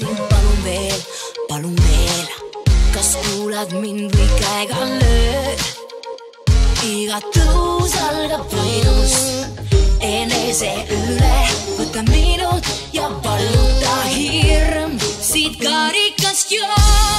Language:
Estonian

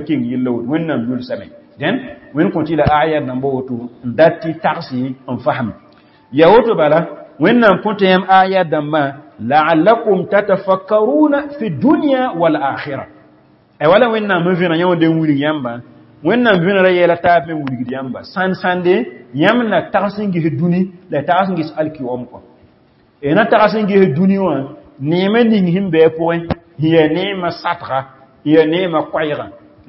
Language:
Mossi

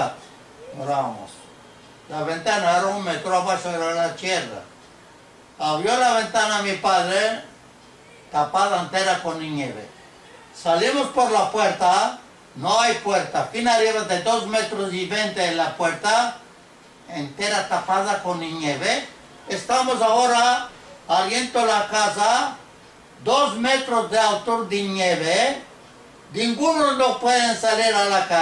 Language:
Ladino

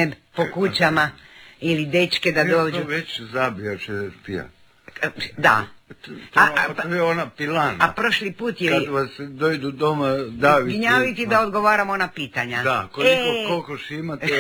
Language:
Croatian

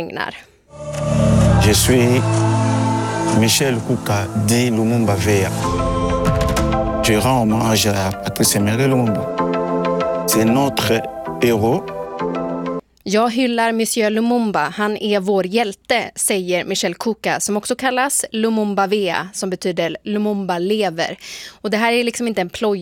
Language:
Swedish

